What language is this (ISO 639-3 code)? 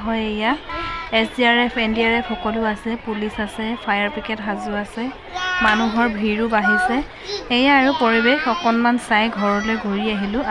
asm